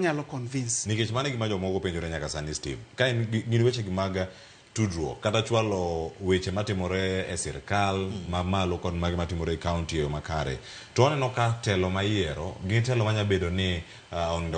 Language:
Luo (Kenya and Tanzania)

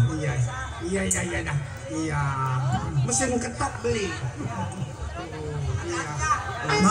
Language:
Betawi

